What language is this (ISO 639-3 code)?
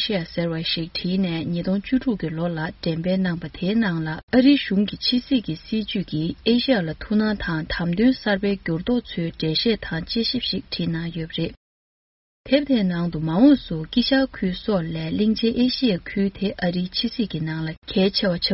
bod